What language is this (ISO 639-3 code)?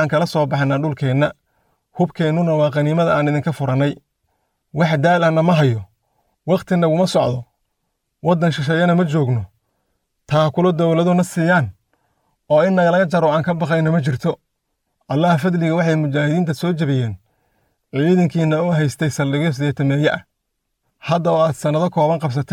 som